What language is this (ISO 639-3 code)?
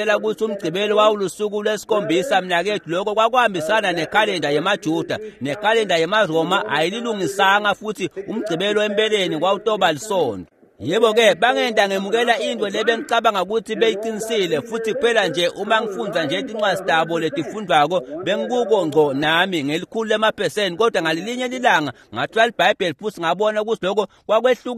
ssw